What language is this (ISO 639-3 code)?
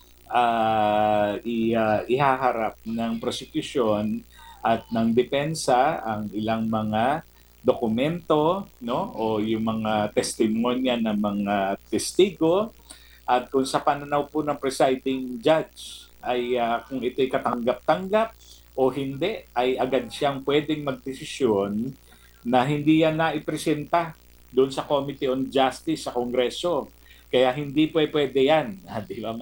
fil